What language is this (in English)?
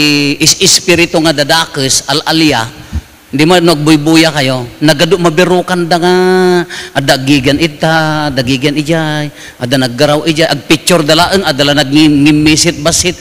Iloko